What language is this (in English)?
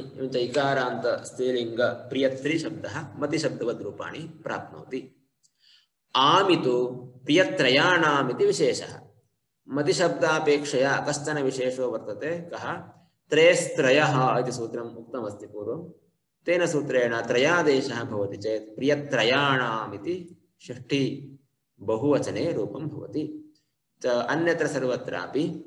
Sanskrit